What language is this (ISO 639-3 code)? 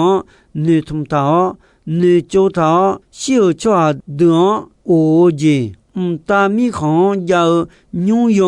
ahk